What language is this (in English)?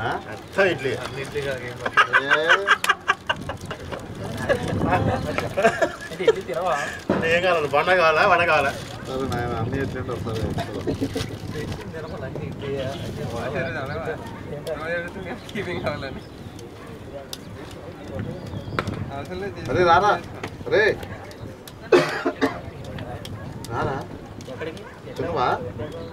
Telugu